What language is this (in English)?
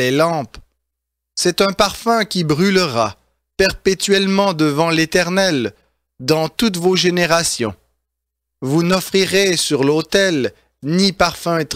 French